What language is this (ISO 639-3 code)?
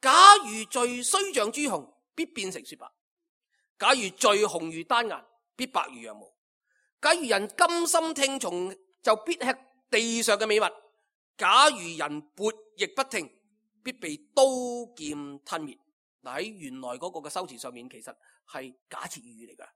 yue